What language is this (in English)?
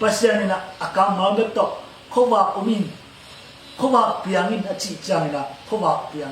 Tedim Chin